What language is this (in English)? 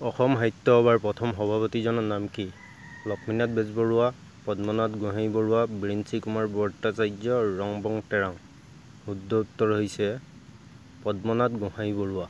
Assamese